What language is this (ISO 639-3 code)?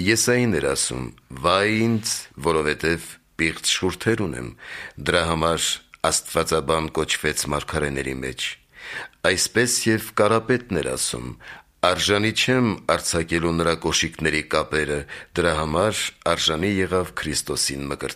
hye